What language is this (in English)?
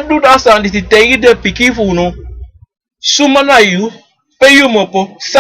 Sranan Tongo